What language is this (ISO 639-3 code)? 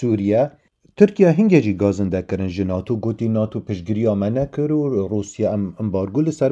kur